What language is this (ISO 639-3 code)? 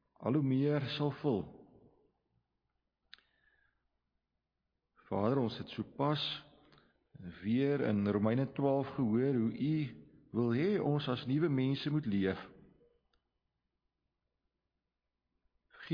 afr